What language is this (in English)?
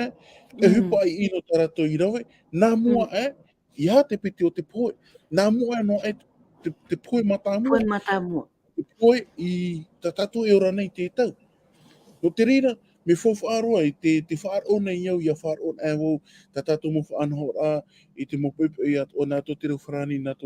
Tahitian